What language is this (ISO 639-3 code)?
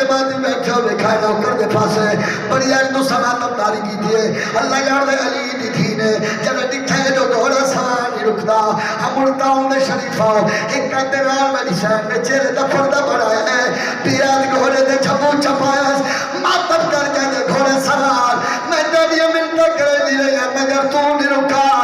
skr